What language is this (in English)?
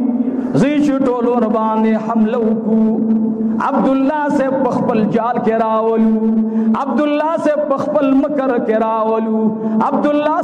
Pashto